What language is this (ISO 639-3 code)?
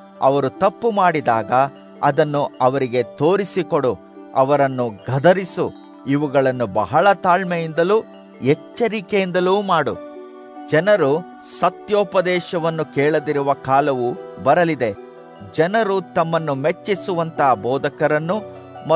kan